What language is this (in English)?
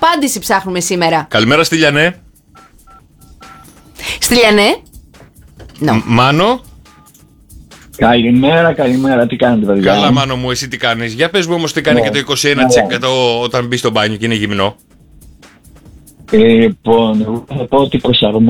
Greek